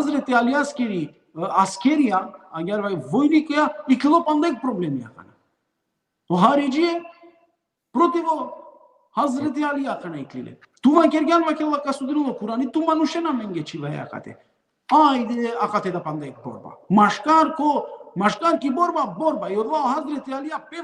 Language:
Balkan Romani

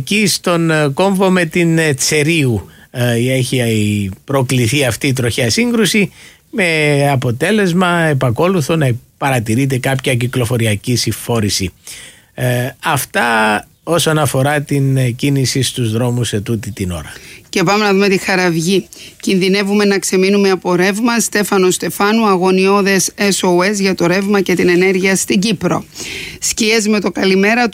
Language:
Greek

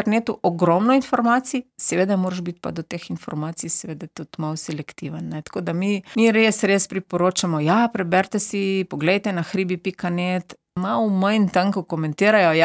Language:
Slovenian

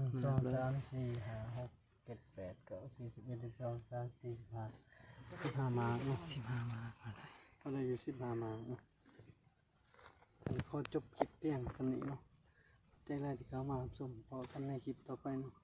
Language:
Lao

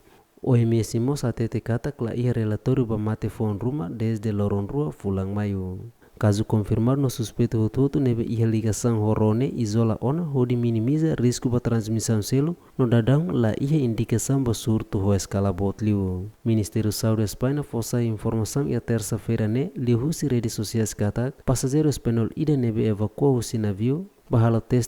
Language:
Tetum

